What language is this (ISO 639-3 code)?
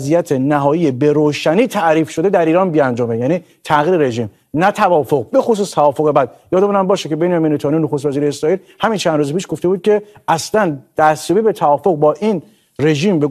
fas